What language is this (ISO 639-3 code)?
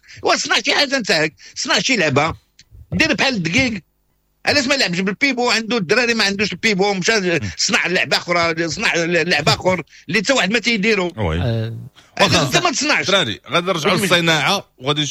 ary